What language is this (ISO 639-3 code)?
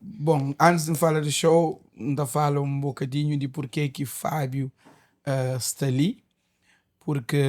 kea